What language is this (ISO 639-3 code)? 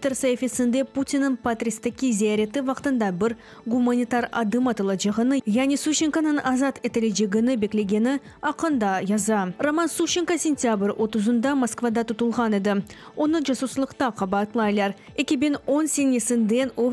crh